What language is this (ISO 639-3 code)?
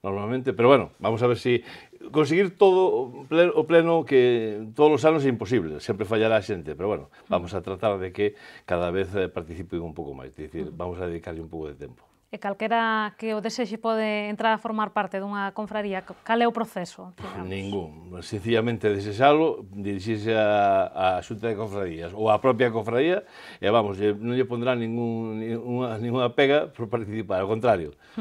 glg